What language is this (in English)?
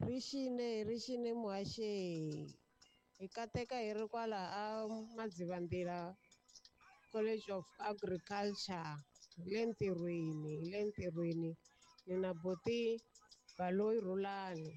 Tsonga